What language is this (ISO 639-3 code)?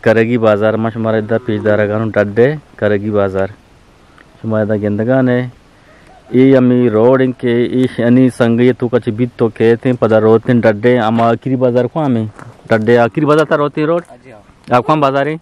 bgp